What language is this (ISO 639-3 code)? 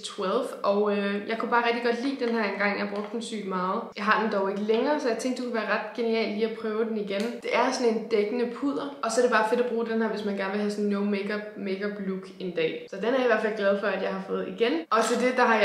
dan